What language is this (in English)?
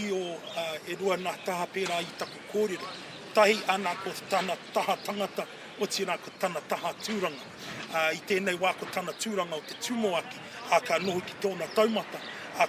Māori